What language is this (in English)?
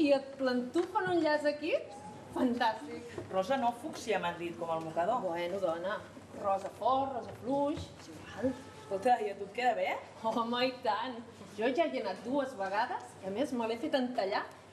Catalan